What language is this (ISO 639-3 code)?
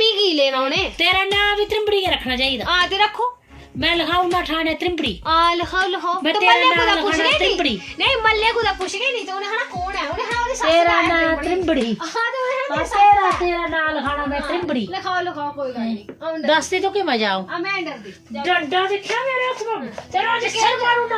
doi